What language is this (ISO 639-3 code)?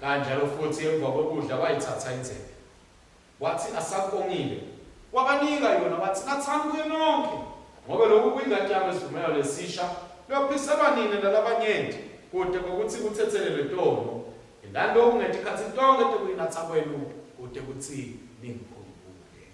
ssw